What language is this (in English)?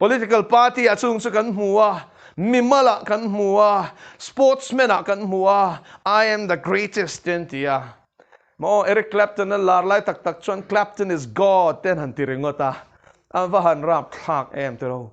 Mizo